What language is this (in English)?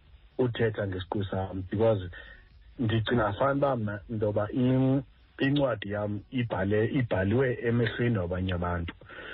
Xhosa